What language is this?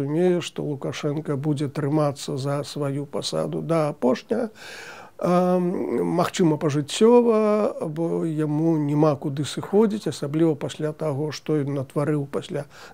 Belarusian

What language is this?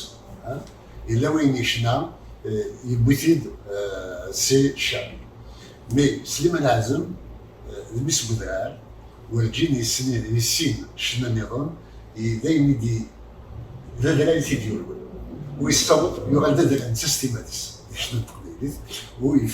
Kabyle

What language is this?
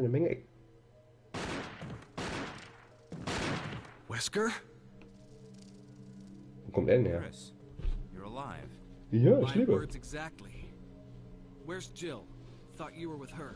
German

